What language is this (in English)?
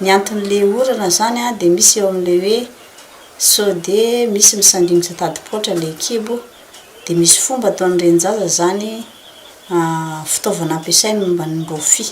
Malagasy